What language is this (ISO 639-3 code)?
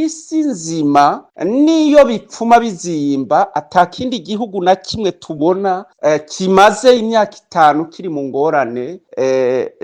run